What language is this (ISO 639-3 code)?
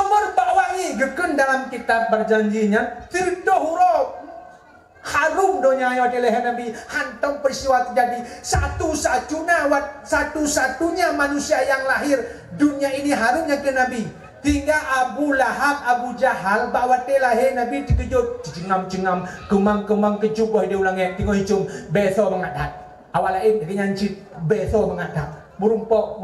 ace